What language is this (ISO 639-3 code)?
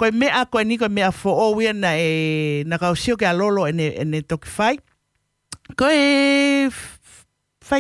ton